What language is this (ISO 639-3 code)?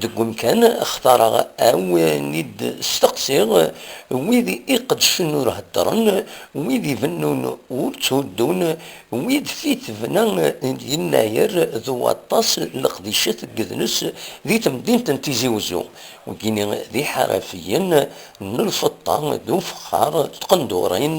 kab